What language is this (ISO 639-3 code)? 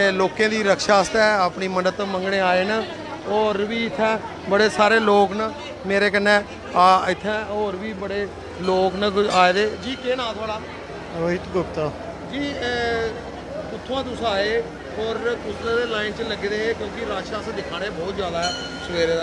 doi